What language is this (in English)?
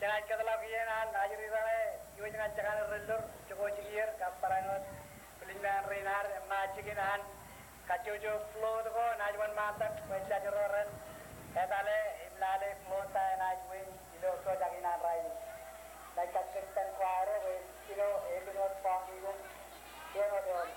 Marshallese